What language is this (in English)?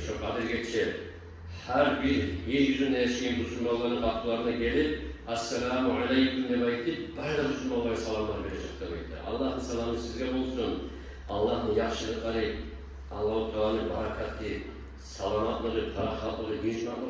Kumyk